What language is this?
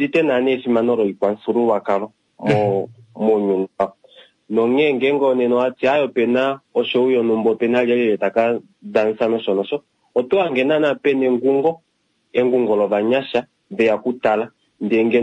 Kuanyama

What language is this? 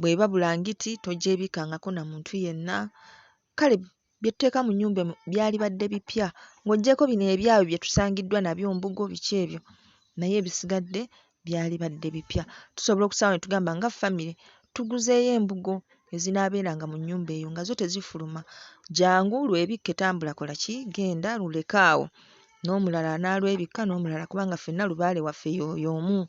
Ganda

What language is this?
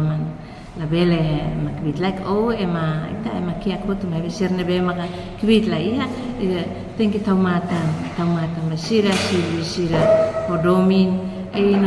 Tetum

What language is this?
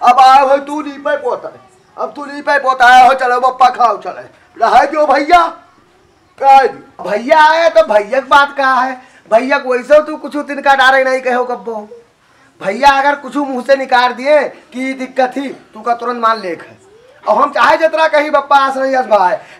Awadhi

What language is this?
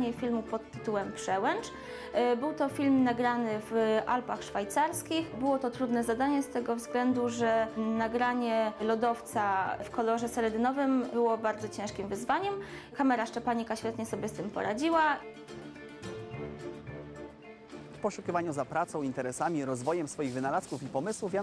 Polish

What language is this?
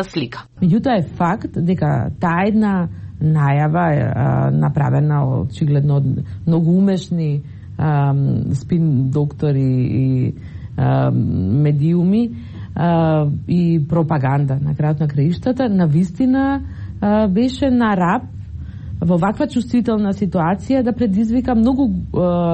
Macedonian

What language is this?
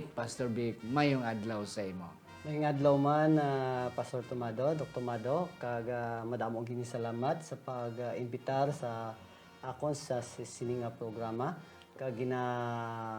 Hiligaynon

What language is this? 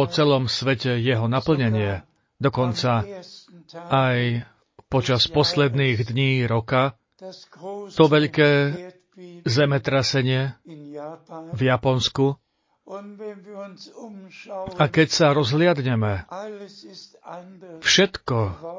Slovak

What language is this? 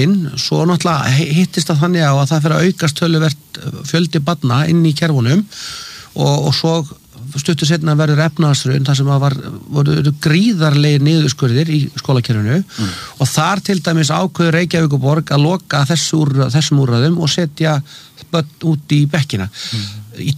Icelandic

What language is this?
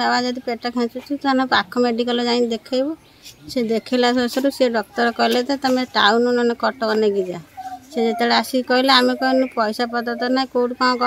Odia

